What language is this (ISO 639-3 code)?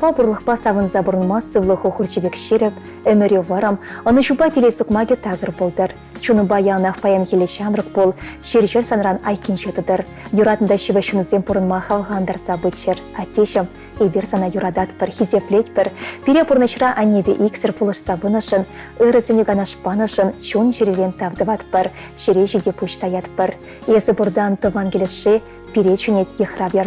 chv